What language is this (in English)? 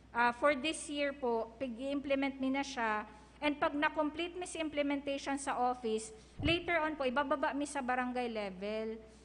Bikol